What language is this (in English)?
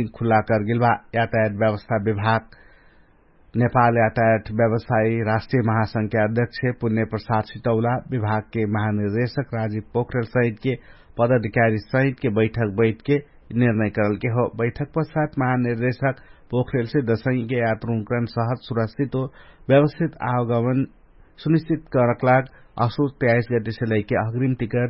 Dangaura Tharu